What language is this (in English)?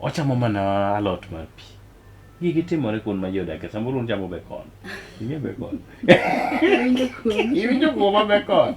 Luo (Kenya and Tanzania)